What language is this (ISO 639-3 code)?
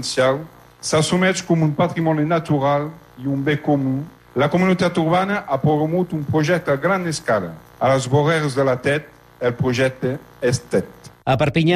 cat